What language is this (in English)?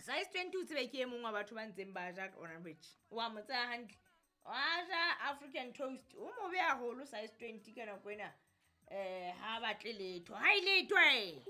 Southern Sotho